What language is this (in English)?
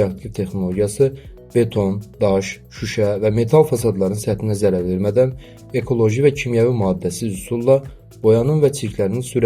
Azerbaijani